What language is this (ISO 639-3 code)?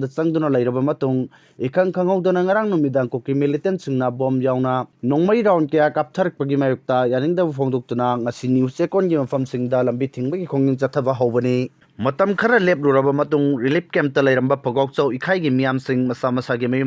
mni